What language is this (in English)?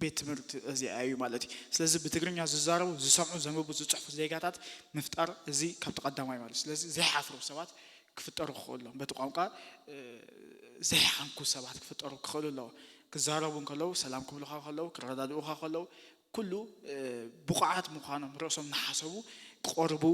Tigrinya